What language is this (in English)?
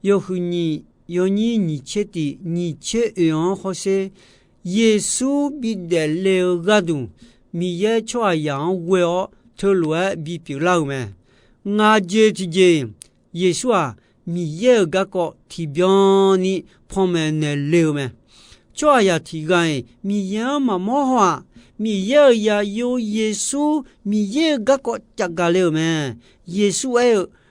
Akha